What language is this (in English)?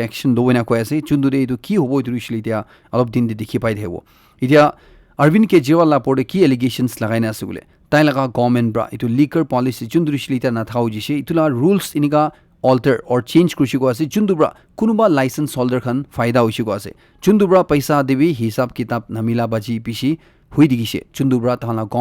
Naga Pidgin